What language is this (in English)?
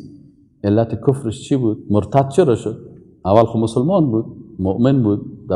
Persian